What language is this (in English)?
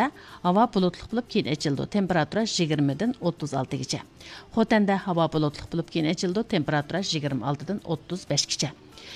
Uyghur